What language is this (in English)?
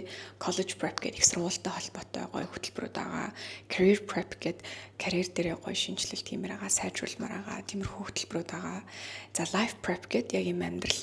Mongolian